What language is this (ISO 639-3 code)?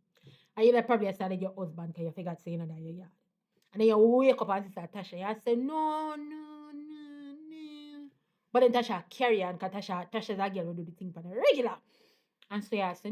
jam